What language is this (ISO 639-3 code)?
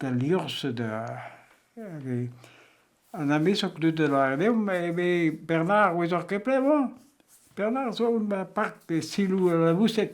bre